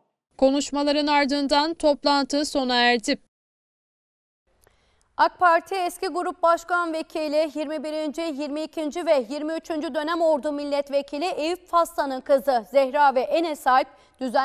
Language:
Turkish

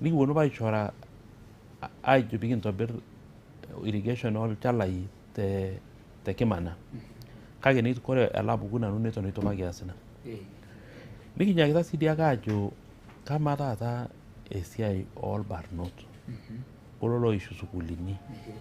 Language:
Masai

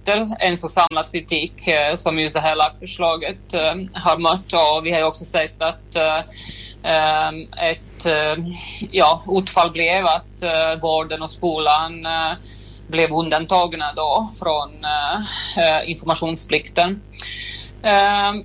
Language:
Swedish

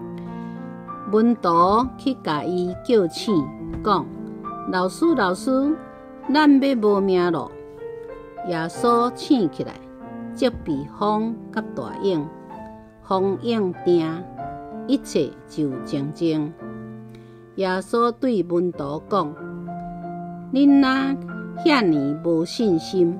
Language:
Min Nan Chinese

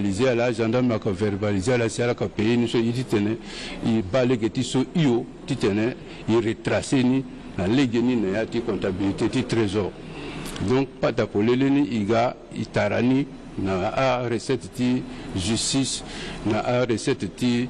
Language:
Sango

